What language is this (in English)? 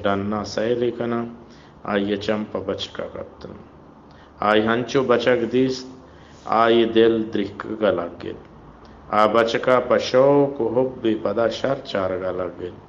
Baluchi